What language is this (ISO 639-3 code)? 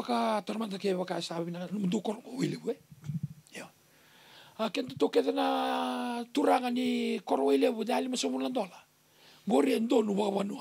fij